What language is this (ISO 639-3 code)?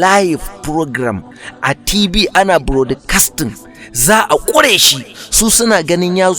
hau